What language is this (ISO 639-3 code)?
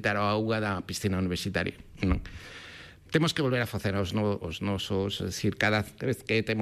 glg